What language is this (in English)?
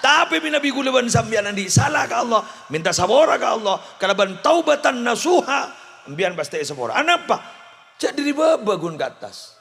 Madurese